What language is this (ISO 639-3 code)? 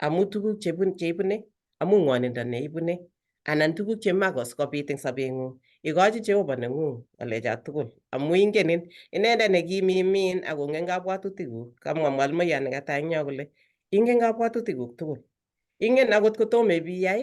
kln